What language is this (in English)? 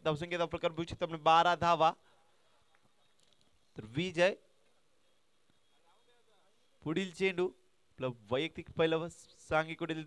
Marathi